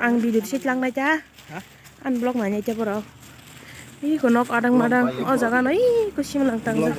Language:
Kok Borok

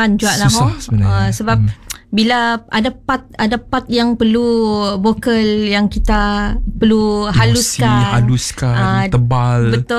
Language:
Malay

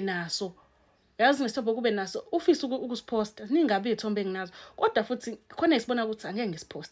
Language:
Zulu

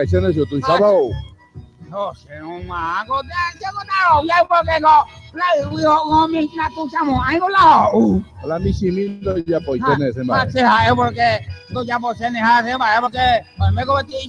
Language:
Guarani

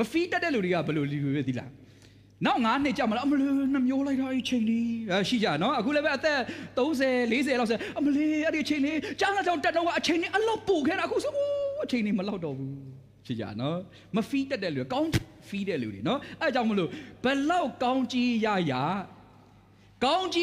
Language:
Burmese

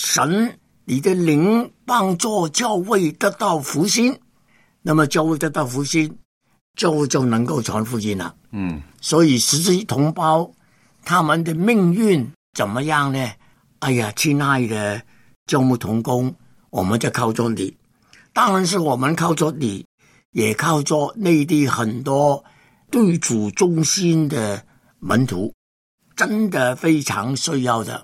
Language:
Chinese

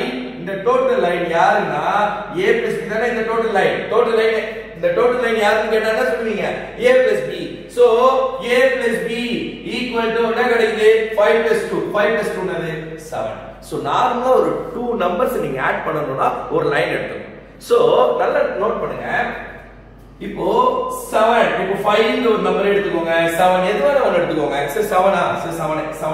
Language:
Tamil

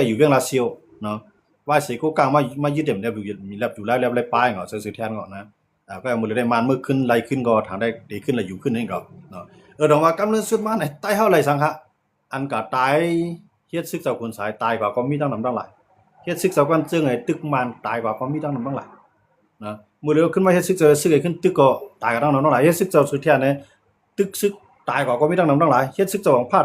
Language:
Shan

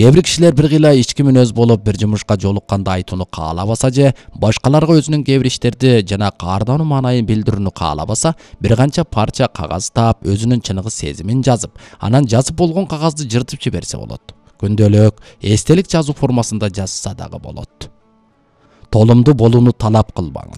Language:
Kyrgyz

